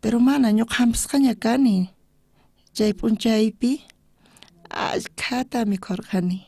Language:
South Bolivian Quechua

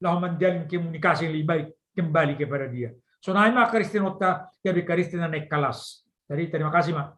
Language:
Batak Simalungun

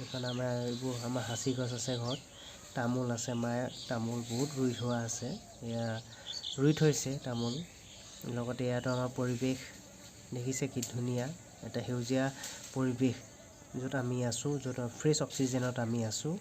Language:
Assamese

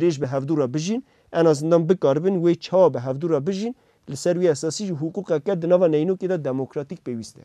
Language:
Kurdish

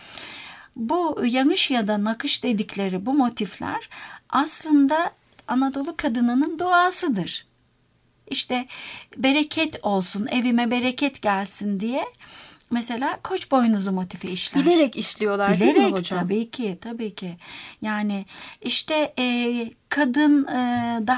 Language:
Turkish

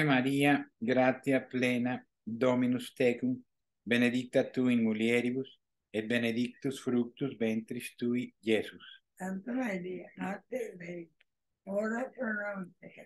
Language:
Latin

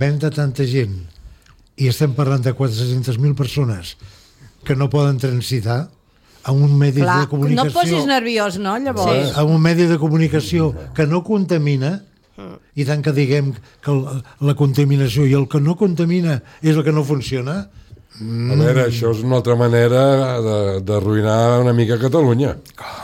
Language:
Catalan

